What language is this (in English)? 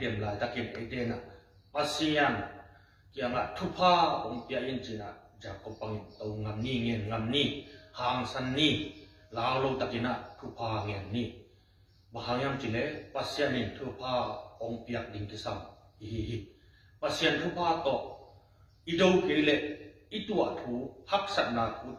Tedim Chin